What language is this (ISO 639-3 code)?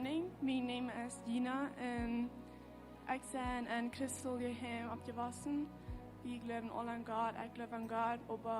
pdt